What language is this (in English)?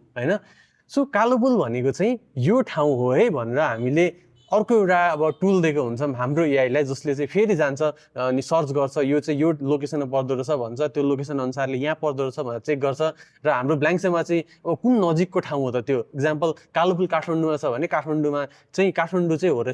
Nepali